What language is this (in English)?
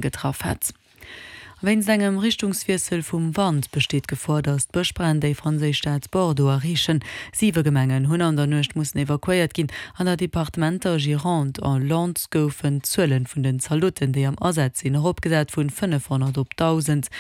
Luxembourgish